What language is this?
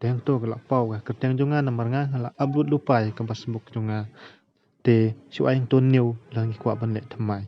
Khasi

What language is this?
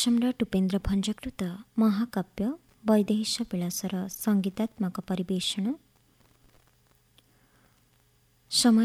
Odia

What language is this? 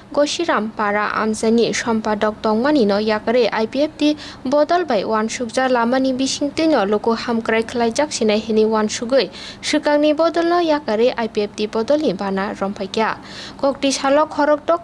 Kok Borok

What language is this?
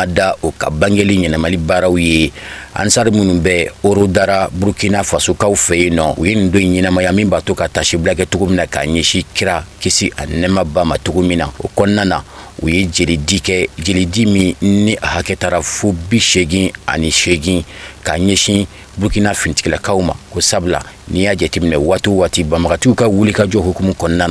Bambara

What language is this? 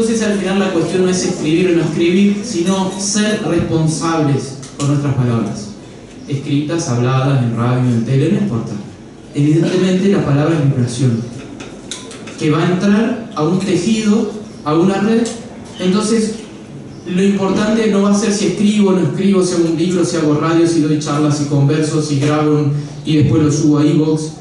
Spanish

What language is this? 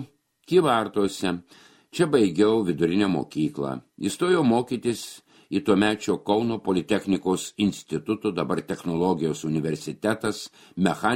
Lithuanian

